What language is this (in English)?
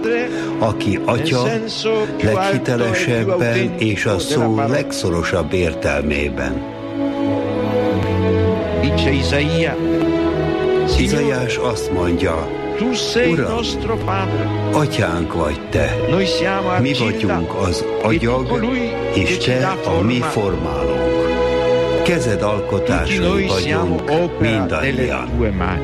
Hungarian